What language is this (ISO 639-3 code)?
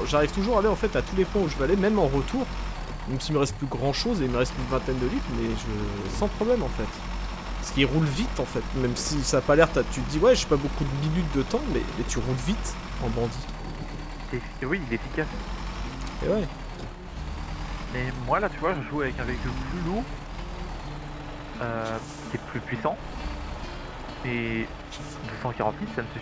fra